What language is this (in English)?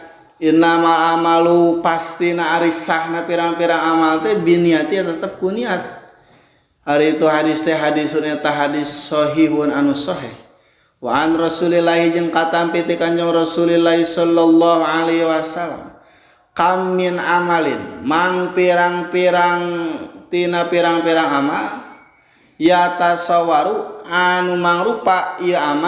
Sundanese